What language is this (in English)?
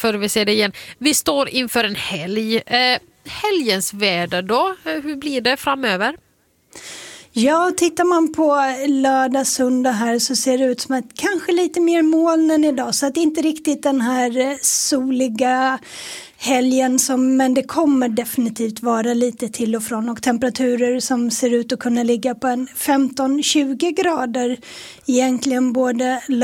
Swedish